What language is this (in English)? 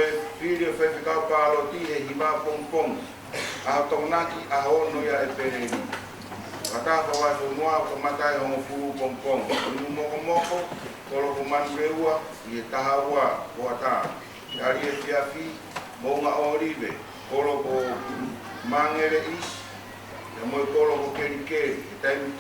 Tongan